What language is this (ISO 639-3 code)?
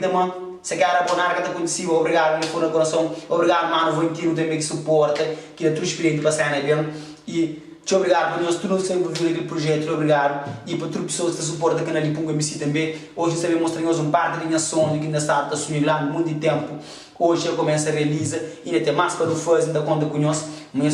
kea